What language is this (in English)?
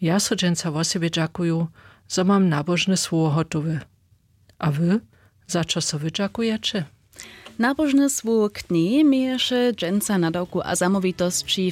Upper Sorbian